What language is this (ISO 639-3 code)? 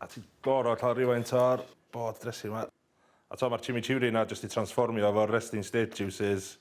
cym